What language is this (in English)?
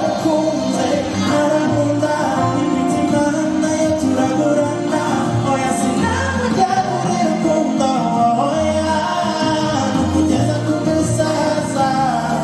Kinyarwanda